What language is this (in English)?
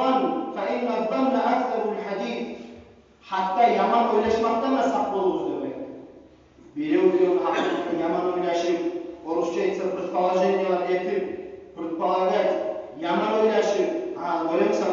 Kumyk